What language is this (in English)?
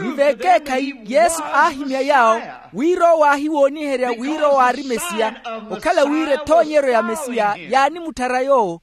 Makhuwa